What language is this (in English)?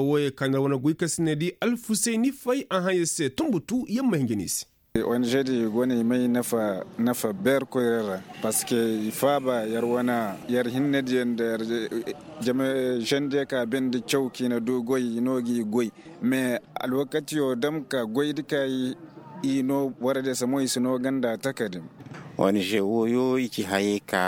Koyraboro Senni